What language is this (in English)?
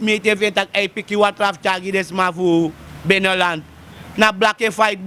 Sranan Tongo